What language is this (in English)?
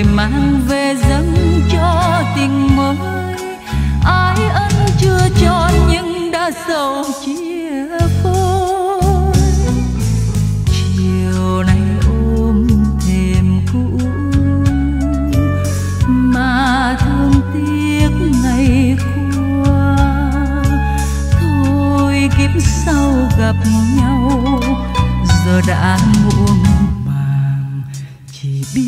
Vietnamese